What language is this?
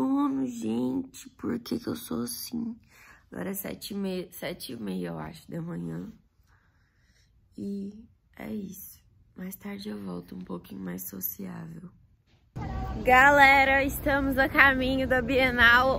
Portuguese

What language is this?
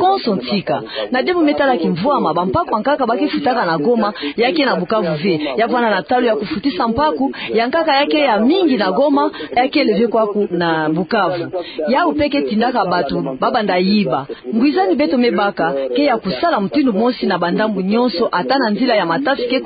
Kituba (Democratic Republic of Congo)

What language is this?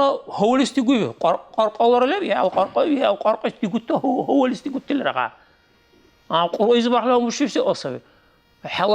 Dargwa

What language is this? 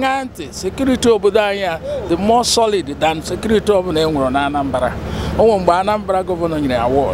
Igbo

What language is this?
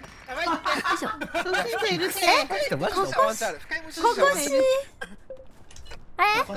Japanese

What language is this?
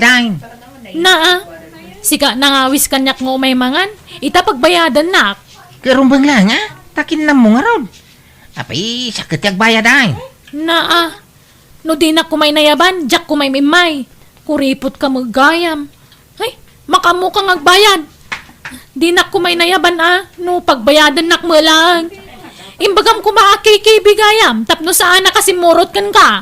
Iloko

